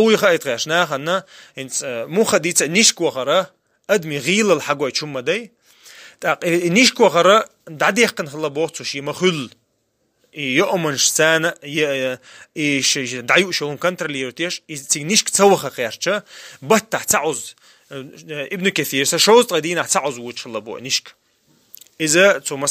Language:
Chechen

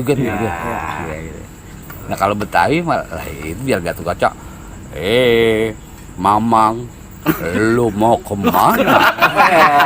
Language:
Betawi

